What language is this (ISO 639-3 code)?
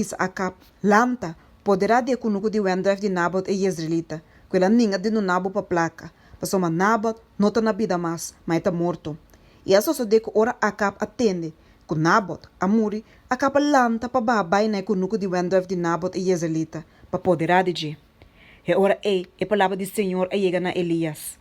pap